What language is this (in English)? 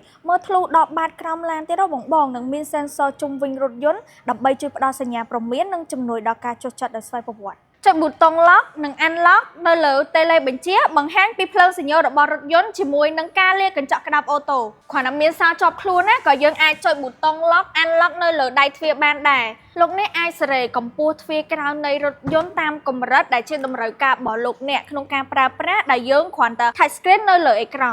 Khmer